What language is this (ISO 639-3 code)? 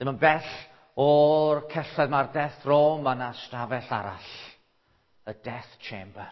cym